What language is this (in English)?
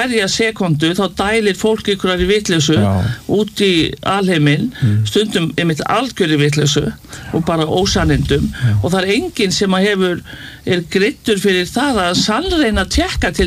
Icelandic